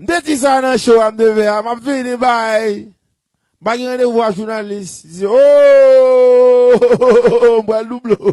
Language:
Haitian Creole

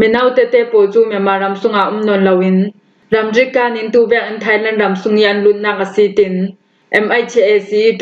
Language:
Falam Chin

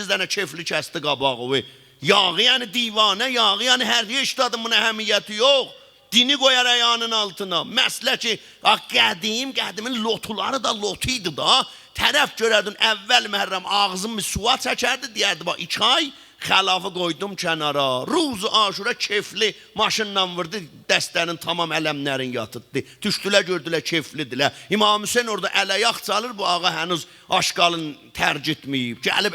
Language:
South Azerbaijani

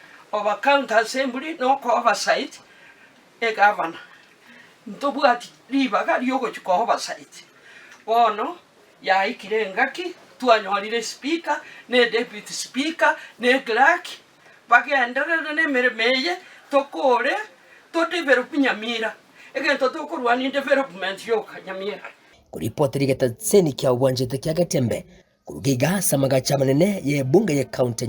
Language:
Gusii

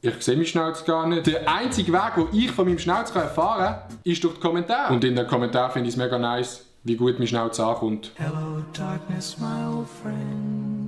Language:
Swiss German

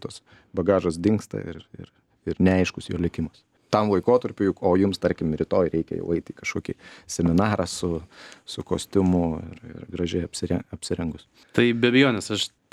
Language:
Lithuanian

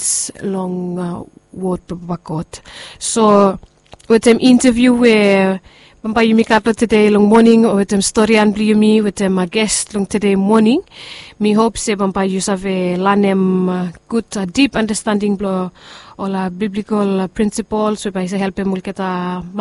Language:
Bislama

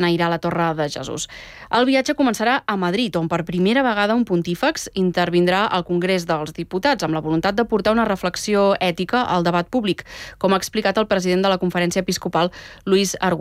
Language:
Catalan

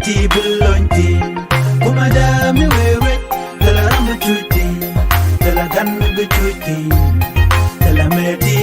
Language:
Nuer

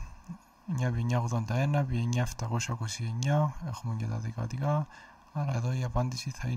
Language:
Greek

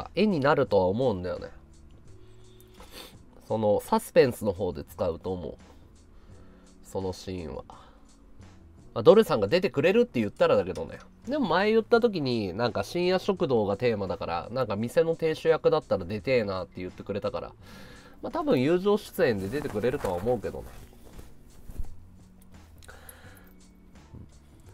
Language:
Japanese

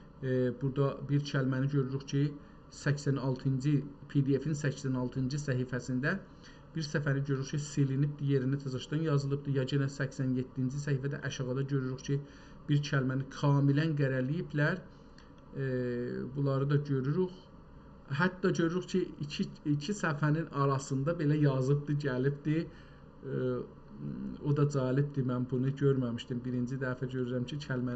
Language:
South Azerbaijani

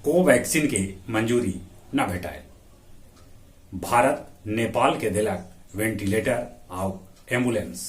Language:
Magahi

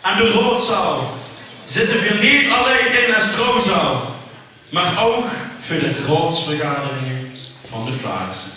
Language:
Limburgish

